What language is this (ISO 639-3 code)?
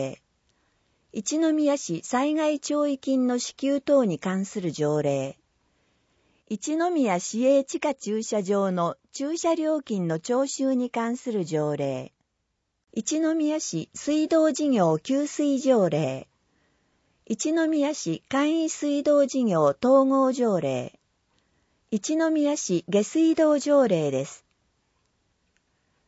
jpn